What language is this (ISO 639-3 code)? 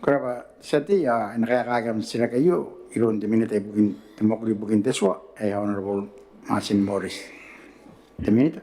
gil